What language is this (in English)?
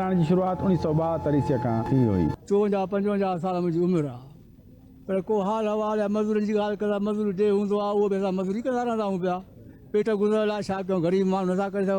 Sindhi